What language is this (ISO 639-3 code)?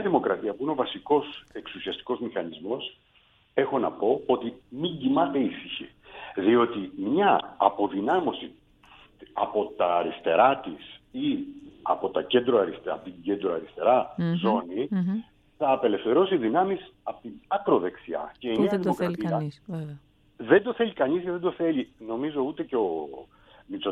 ell